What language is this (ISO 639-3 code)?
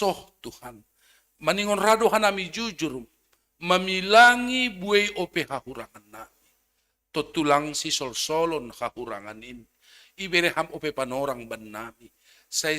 bts